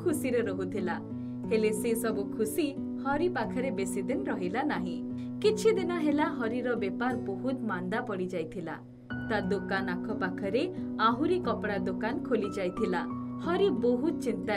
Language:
Odia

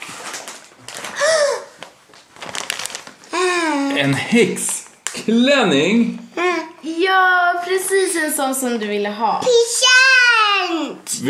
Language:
Swedish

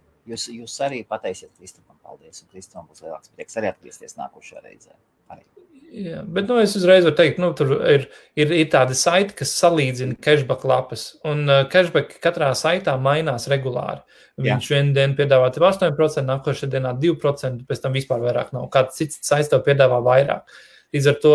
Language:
Latvian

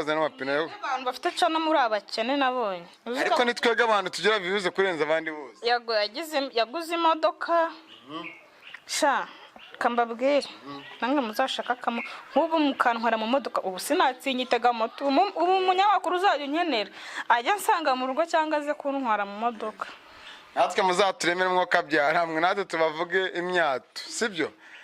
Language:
Kinyarwanda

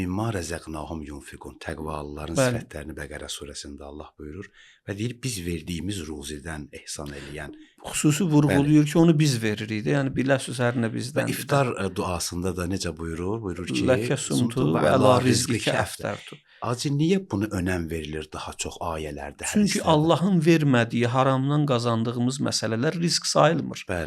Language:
Azerbaijani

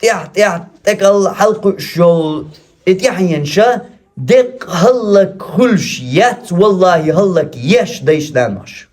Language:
Chechen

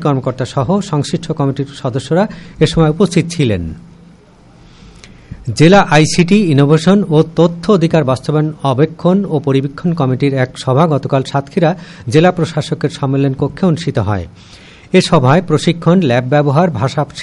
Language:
Bangla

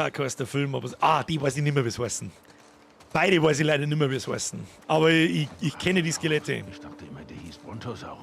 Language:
Bavarian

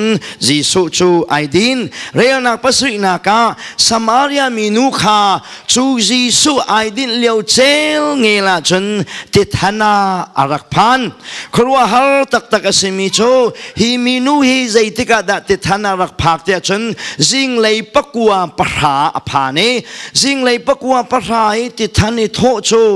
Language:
Hakha Chin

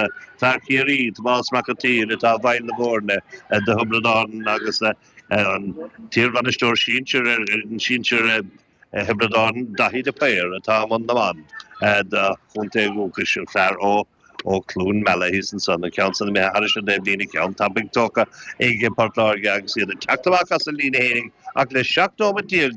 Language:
Irish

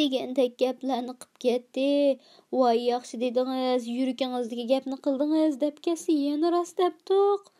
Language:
Uyghur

